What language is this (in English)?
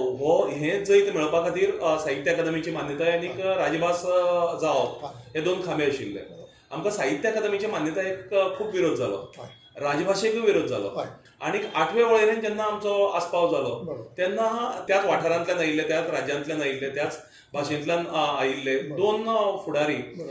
Konkani